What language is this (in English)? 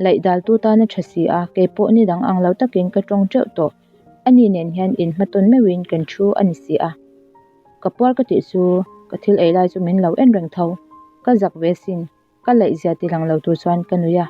Mizo